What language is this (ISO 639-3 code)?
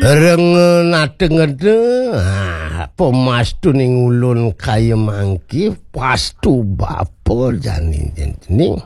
ban